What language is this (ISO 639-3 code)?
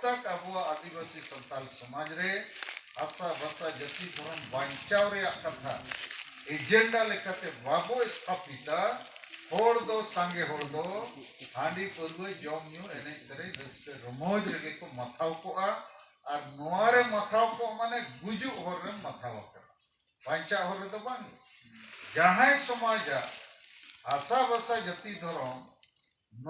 sat